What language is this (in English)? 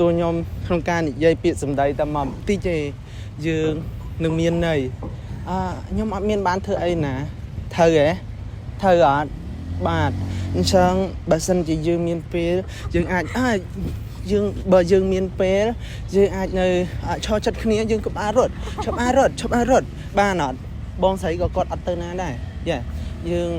Khmer